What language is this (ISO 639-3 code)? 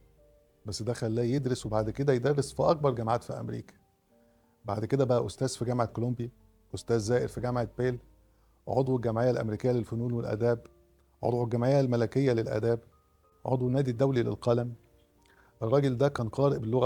arz